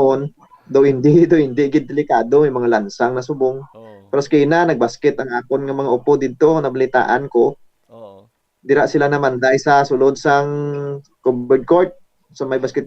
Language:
Hiligaynon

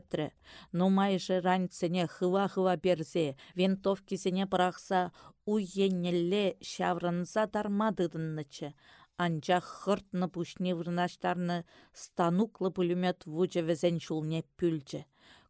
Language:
Chuvash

